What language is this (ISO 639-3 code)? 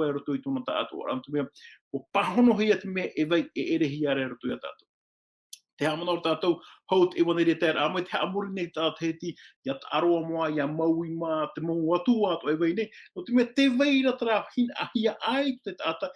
tah